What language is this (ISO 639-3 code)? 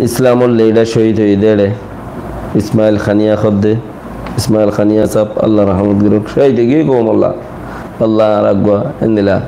rhg